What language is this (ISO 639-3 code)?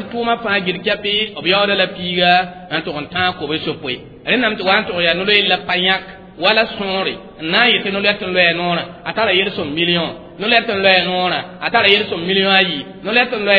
mos